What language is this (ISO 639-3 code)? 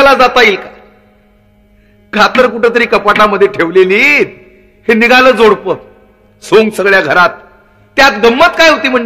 mar